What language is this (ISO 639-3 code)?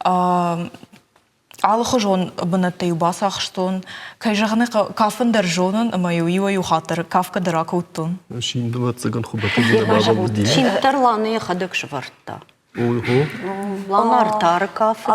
oss